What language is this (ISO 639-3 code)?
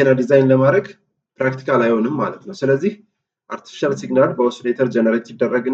amh